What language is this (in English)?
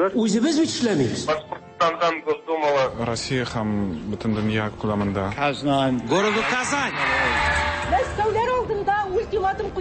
Tatar